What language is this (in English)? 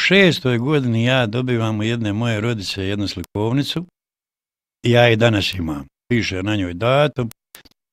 Bosnian